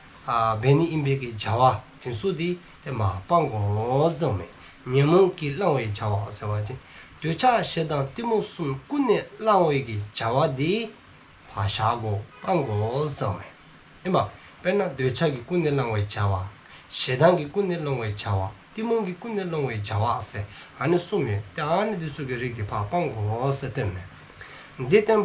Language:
Dzongkha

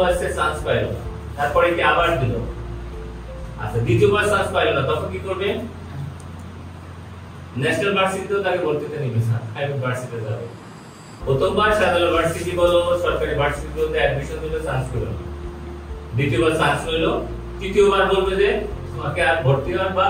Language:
Bangla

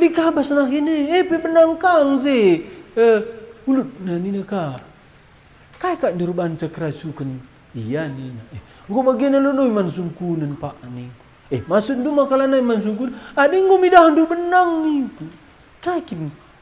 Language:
Batak Karo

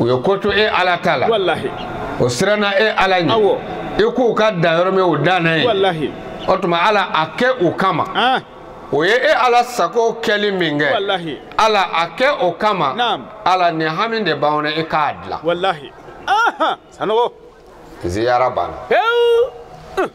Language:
Bambara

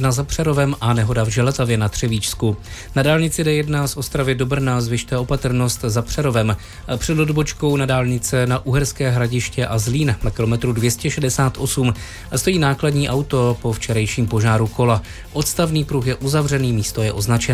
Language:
Czech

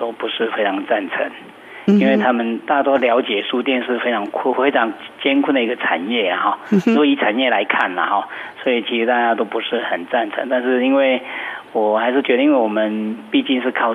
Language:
Chinese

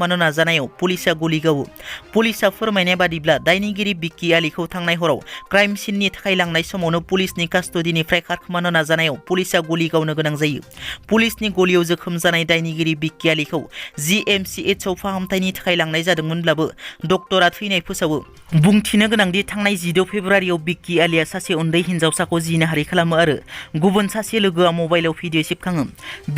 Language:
Bodo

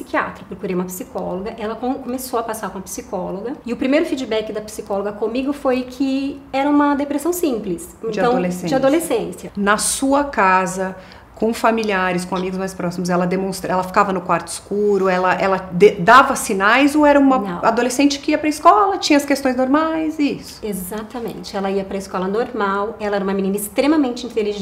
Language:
Portuguese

